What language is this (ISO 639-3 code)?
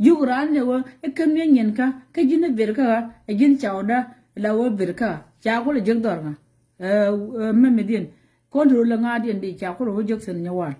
nus